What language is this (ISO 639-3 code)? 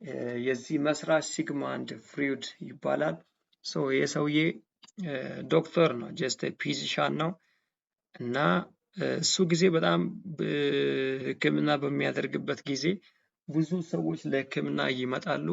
amh